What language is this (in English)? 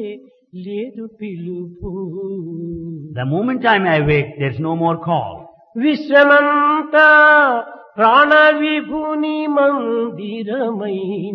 Telugu